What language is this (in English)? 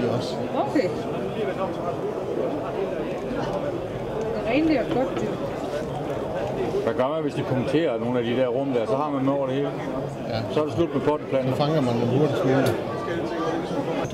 Danish